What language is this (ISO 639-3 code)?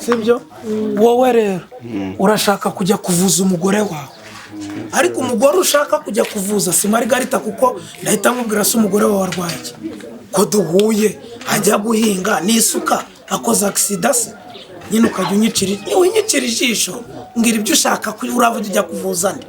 kin